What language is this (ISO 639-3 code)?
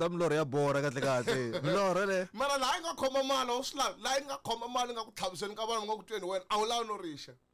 tso